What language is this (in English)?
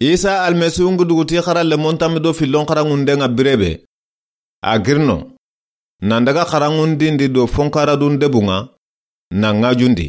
Soninke